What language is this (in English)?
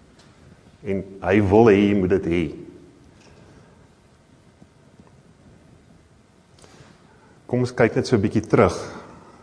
Afrikaans